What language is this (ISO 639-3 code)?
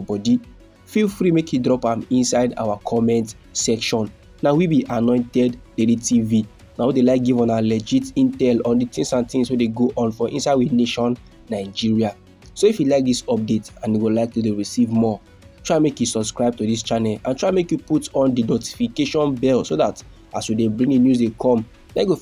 pcm